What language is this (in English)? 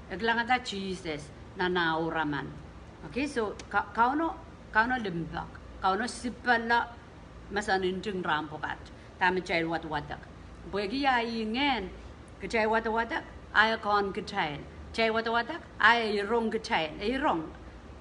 Pohnpeian